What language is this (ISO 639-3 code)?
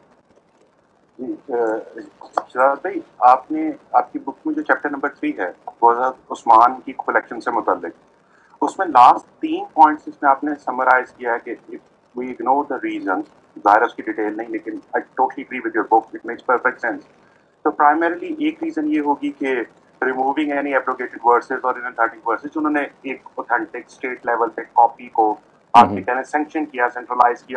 urd